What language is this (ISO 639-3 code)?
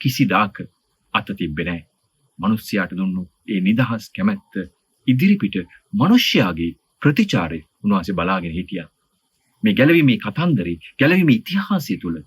sin